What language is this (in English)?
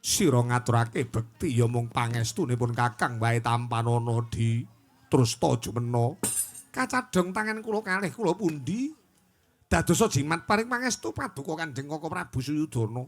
Javanese